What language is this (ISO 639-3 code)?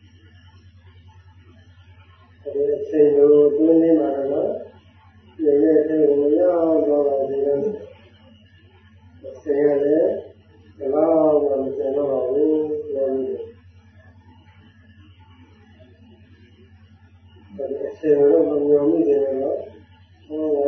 mya